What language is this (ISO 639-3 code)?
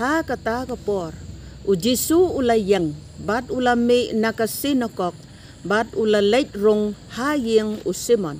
kha